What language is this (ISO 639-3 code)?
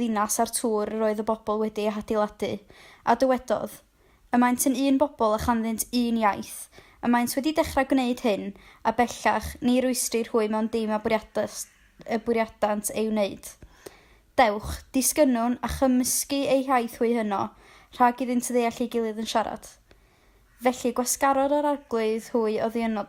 cym